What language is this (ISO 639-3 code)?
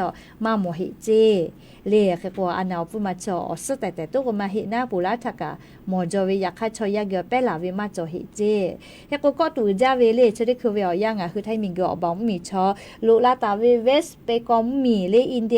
lhu